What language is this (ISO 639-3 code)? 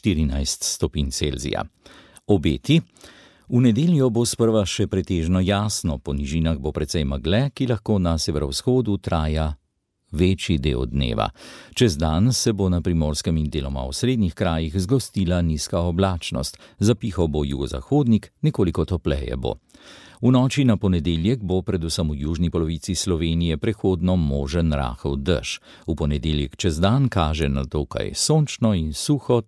slv